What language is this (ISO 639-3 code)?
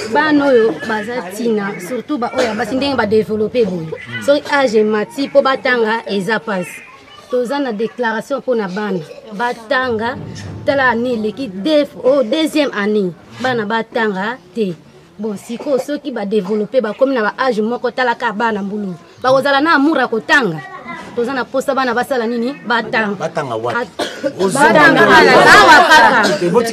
lin